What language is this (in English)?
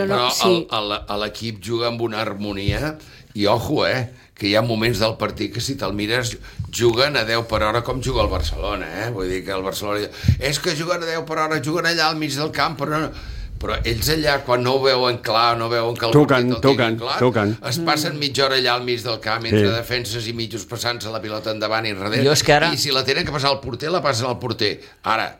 Catalan